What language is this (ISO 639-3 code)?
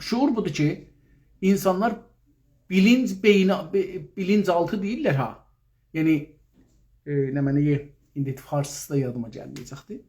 azb